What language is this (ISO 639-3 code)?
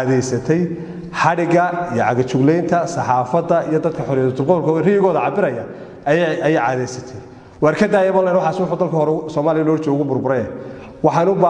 som